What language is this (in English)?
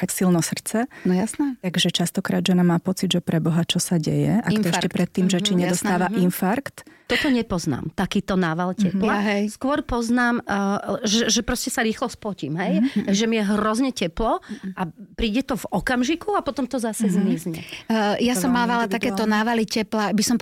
Slovak